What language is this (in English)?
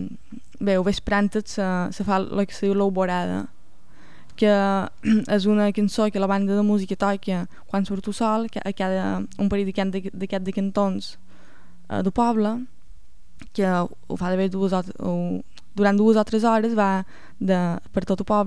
Catalan